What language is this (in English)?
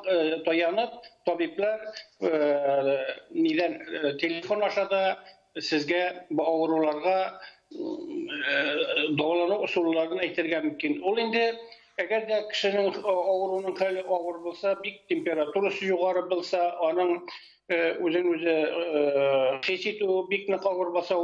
Tatar